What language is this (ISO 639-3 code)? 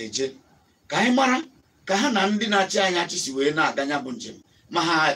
ibo